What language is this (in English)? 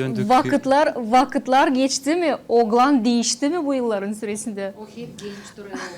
Gagauz